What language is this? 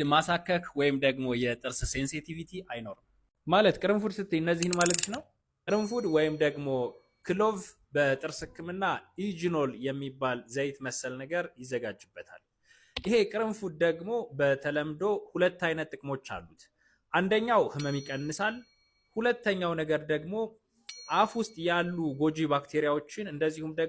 Amharic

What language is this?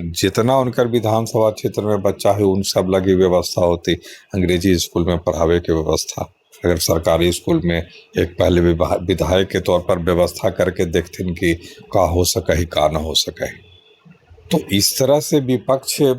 Magahi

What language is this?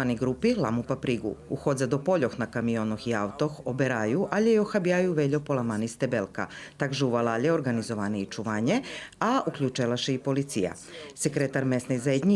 Rusyn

